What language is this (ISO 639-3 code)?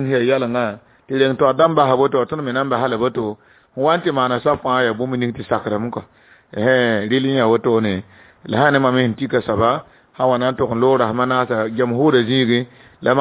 mos